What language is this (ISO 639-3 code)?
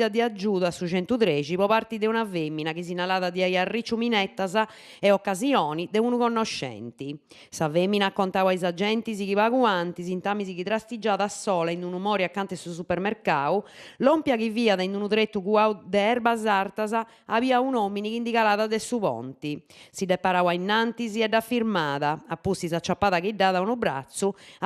srd